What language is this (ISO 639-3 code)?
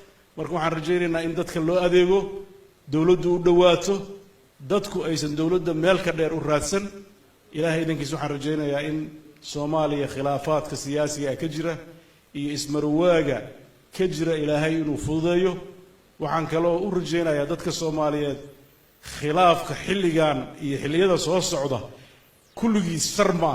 som